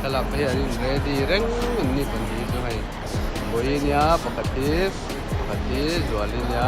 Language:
Mizo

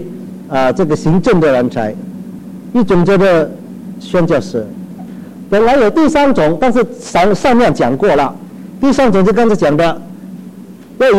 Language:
Chinese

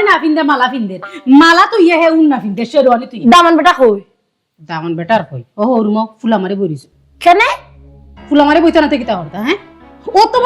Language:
Sylheti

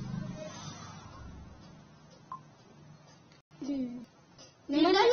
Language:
Burmese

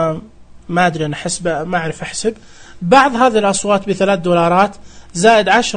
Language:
Najdi Arabic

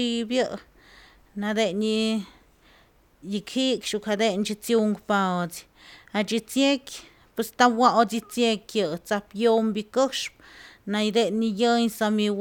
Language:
Slovenian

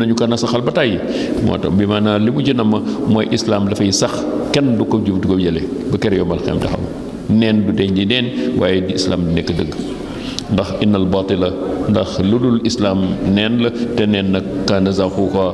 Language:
Wolof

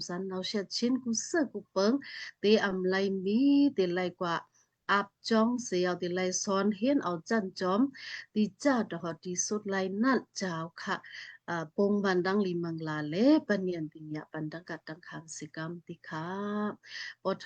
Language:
Shan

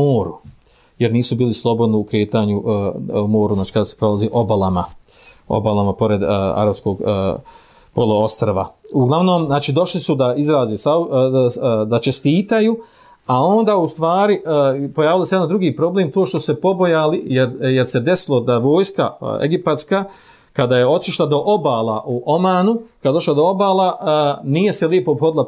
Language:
Bosnian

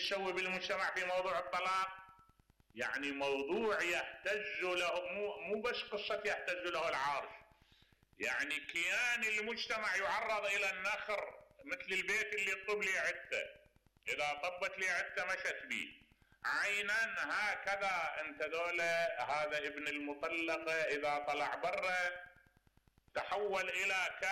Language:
Mesopotamian Arabic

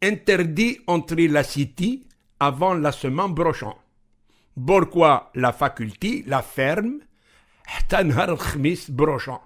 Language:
Ladino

